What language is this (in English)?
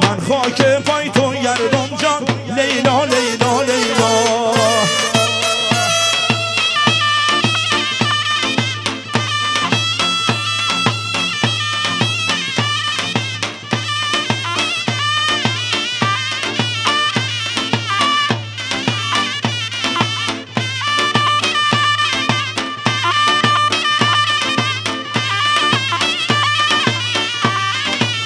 Persian